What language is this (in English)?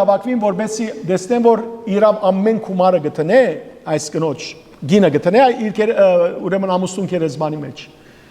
Western Armenian